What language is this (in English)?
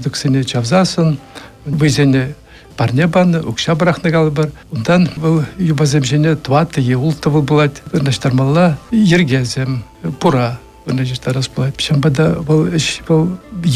Chuvash